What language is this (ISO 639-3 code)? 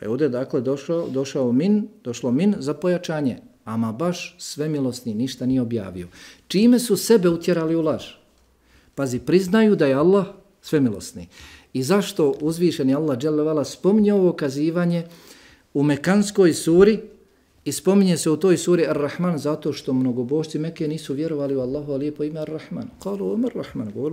bos